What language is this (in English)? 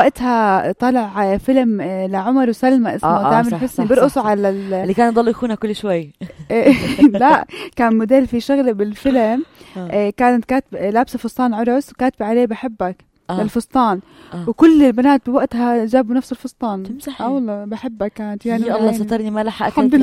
North Levantine Arabic